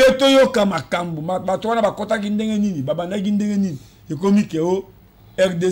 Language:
Lingala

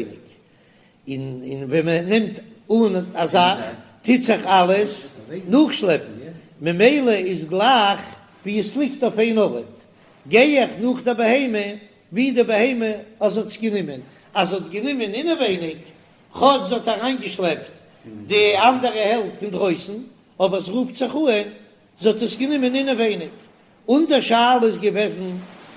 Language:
Yiddish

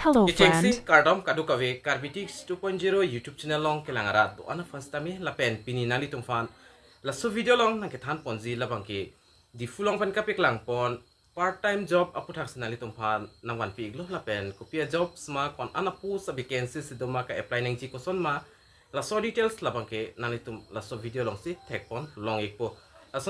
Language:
Karbi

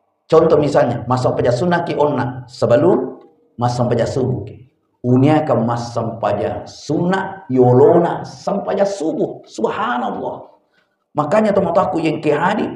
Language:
Buginese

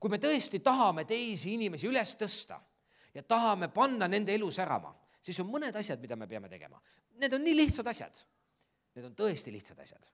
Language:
Estonian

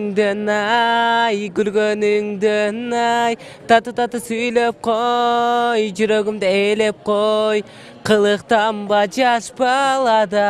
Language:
Kyrgyz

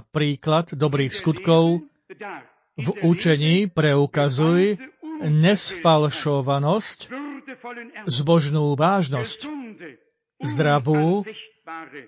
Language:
Slovak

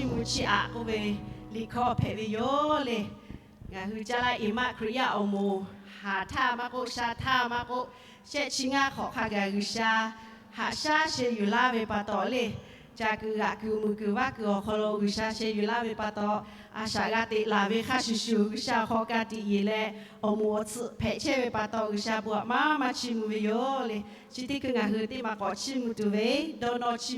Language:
Lahu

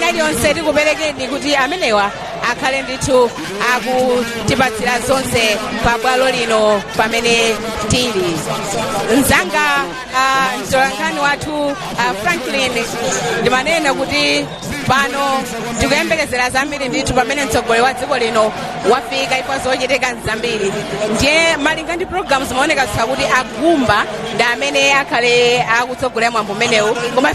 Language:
Nyanja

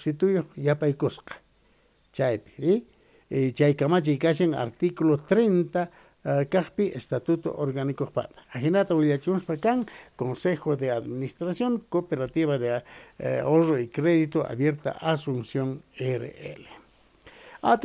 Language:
Quechua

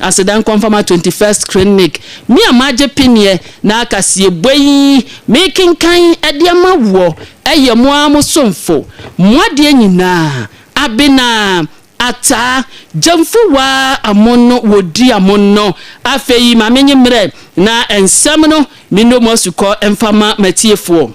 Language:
Akan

